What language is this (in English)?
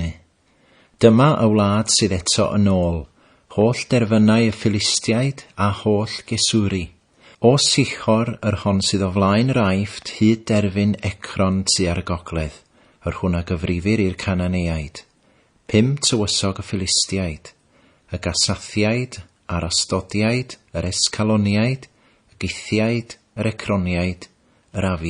Welsh